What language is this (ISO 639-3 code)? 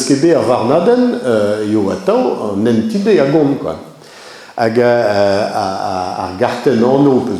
bre